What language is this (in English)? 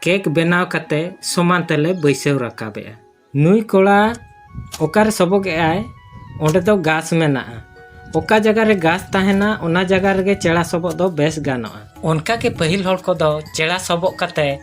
Santali